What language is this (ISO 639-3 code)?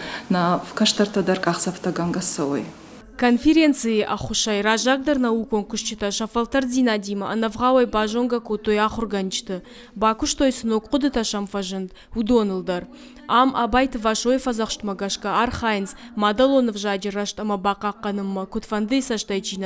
oss